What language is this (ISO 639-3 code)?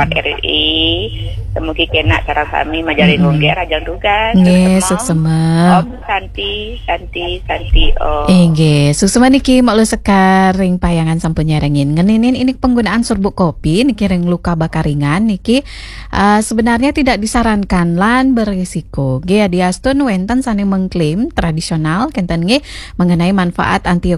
ban